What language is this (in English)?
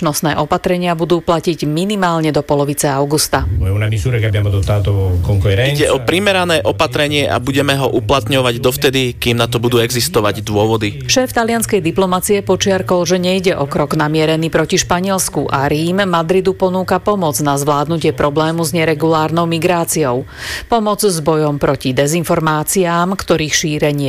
Slovak